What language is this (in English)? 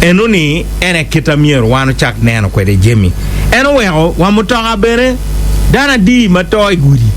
Acoli